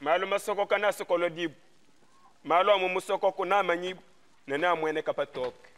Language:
Luba-Lulua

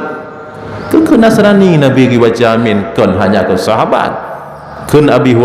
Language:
Achinese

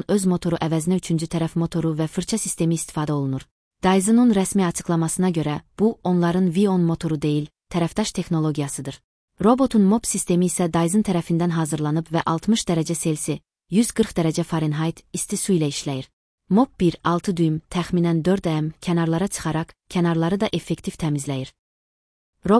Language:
Azerbaijani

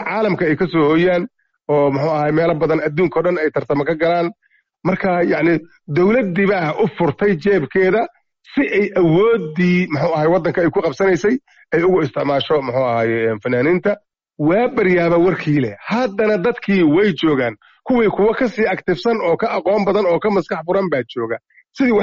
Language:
Somali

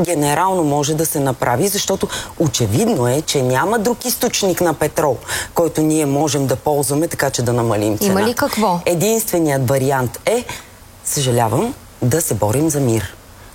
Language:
Bulgarian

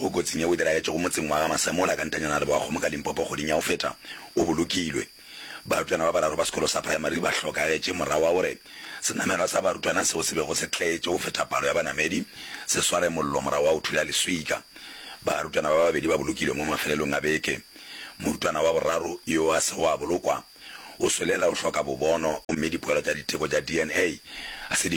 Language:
Northern Sotho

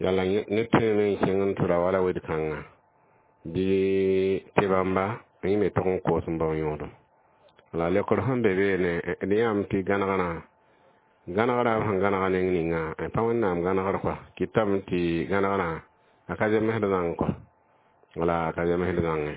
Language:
Mossi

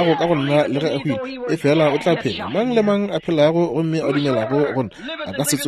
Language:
Northern Sotho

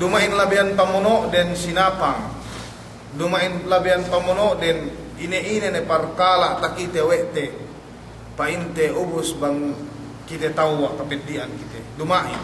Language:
Yakan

